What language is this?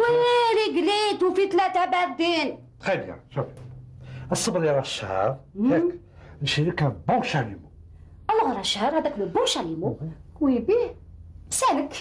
Algerian Arabic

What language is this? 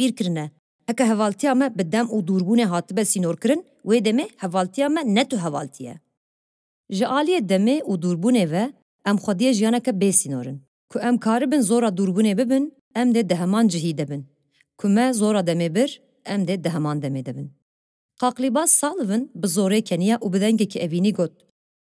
Kurdish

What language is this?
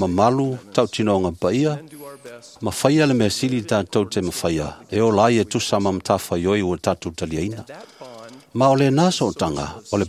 Samoan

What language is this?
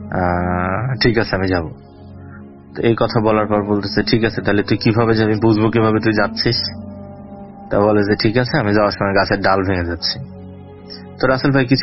Bangla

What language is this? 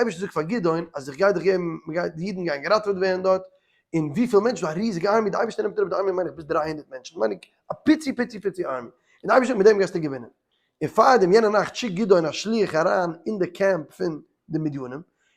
Yiddish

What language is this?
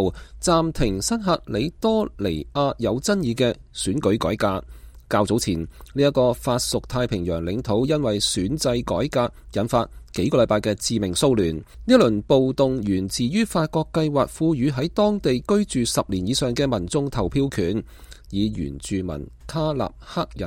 Cantonese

